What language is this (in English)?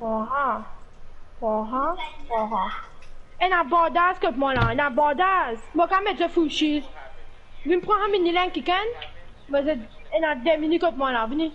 Morisyen